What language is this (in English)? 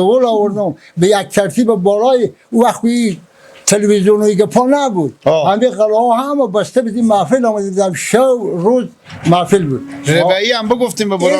Persian